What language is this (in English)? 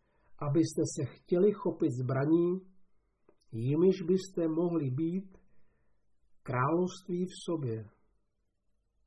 Czech